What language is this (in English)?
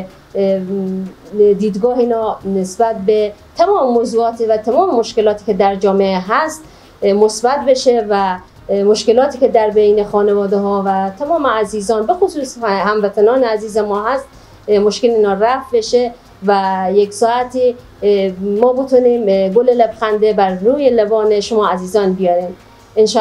Persian